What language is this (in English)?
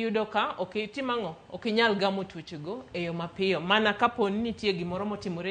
Luo (Kenya and Tanzania)